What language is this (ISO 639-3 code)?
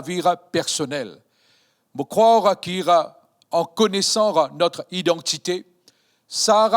mfe